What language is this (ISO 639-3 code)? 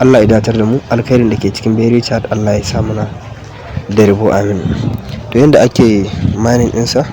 hau